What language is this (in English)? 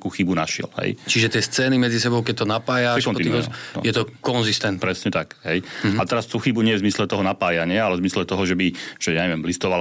Slovak